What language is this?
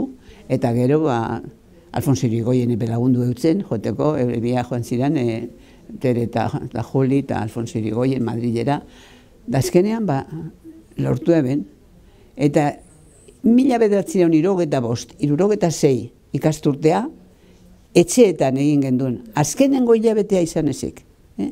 Basque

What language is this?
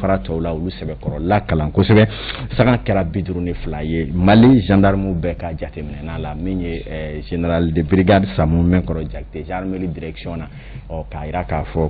Bambara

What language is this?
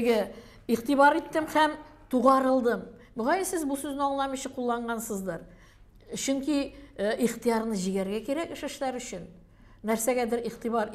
Tatar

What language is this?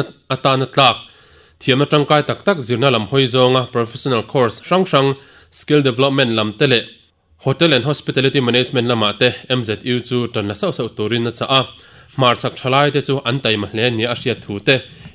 Mizo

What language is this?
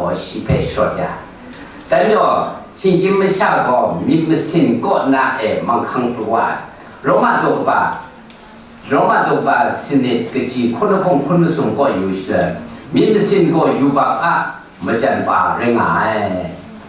Kachin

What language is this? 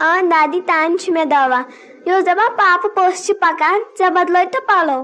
Kashmiri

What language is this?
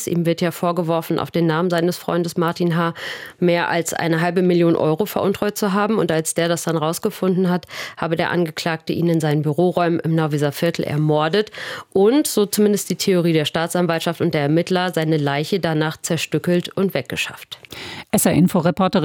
German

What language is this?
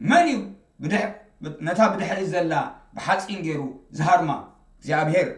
Tigrinya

